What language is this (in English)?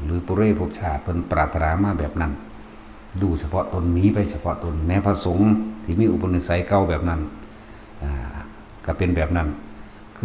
Northeastern Thai